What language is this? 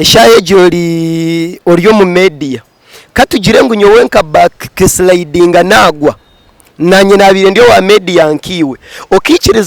Nyankole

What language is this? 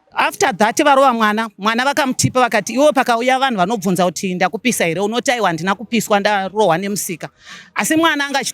Shona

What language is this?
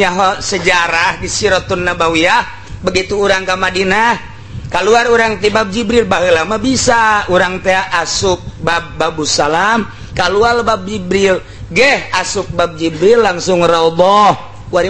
Sundanese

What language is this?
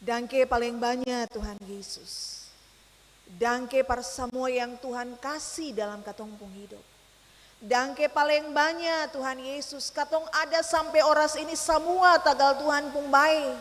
Ambonese Malay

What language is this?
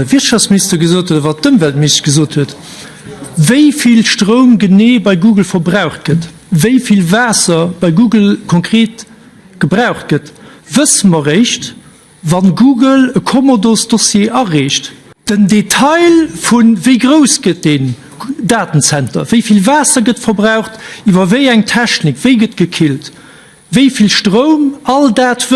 Luxembourgish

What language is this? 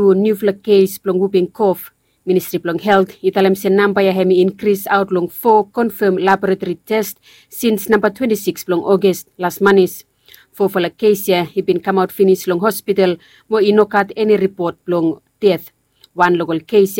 Bislama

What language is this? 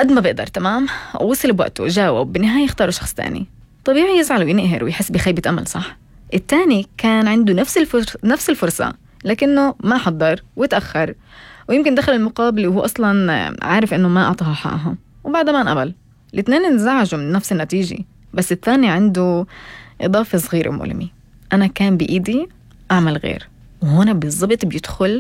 North Levantine Arabic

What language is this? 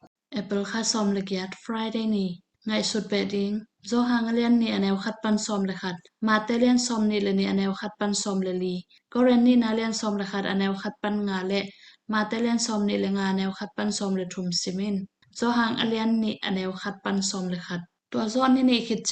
Tedim Chin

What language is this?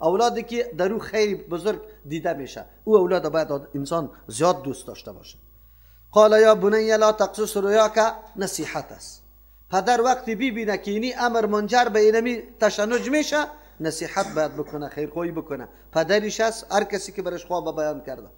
Persian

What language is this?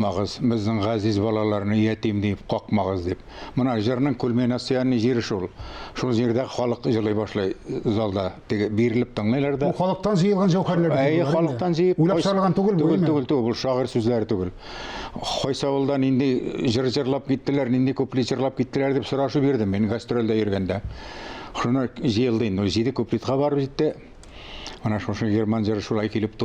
Tatar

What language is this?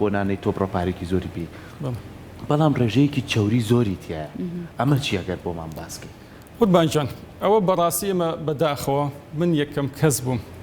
Central Kurdish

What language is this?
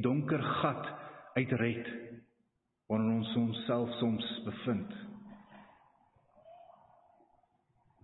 Afrikaans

